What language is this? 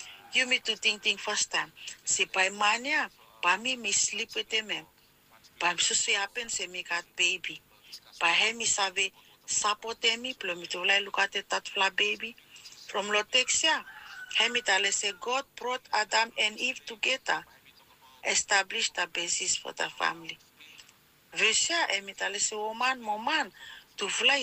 Bislama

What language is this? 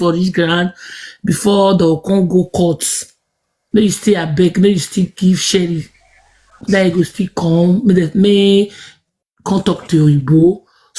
Nigerian Pidgin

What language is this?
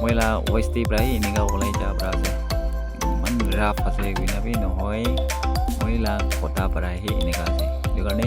Naga Pidgin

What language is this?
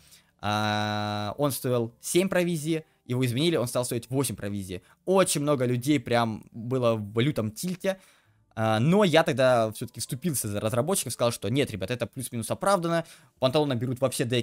Russian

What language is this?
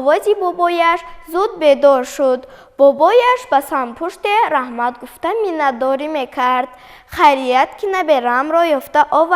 Tajik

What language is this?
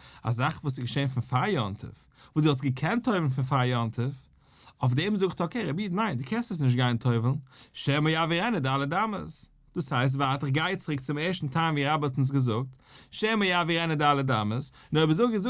Yiddish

